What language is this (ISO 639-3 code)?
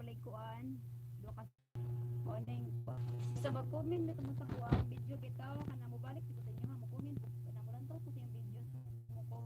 ceb